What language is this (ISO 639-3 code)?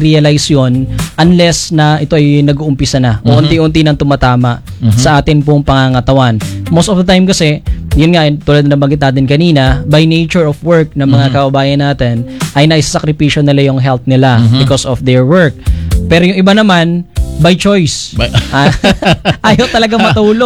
fil